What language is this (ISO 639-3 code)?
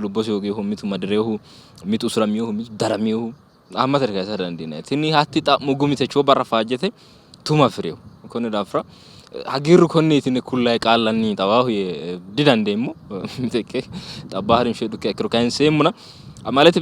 sid